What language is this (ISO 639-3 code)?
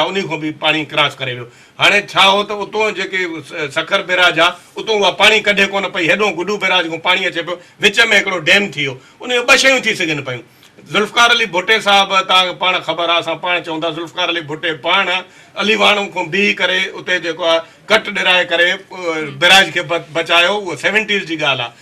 snd